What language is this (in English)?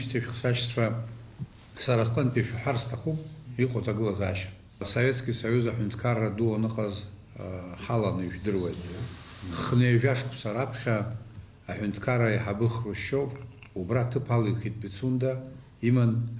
Abkhazian